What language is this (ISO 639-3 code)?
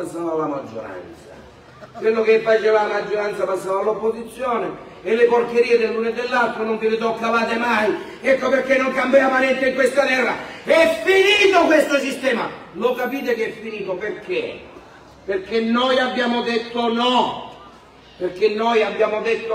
ita